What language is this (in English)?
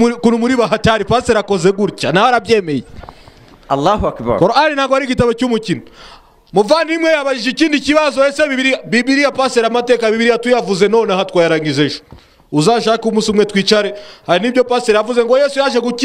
Kinyarwanda